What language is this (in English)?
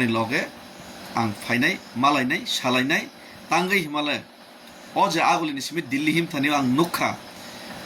Kok Borok